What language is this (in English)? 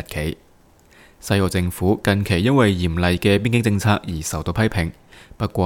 Cantonese